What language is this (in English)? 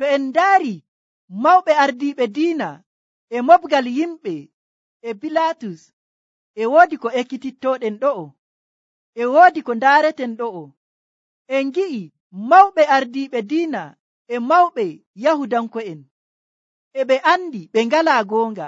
Nigerian Fulfulde